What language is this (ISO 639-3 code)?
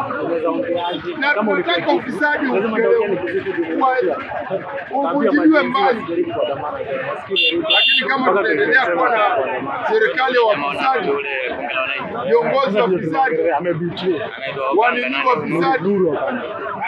swa